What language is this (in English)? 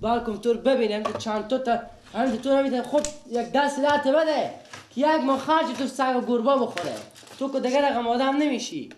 Persian